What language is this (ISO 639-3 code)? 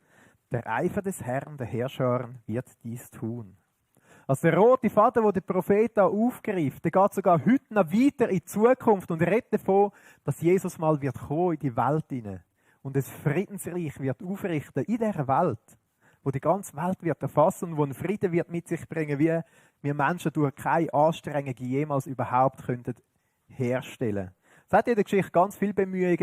gsw